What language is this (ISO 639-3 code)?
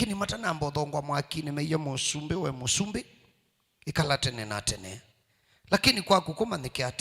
kam